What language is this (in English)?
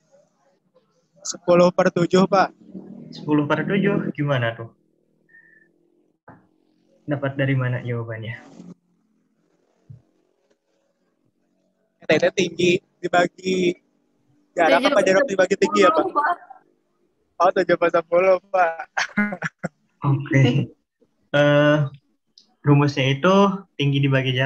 Indonesian